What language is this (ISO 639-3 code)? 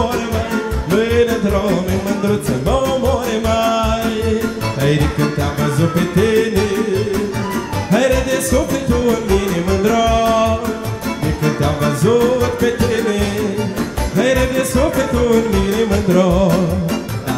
ron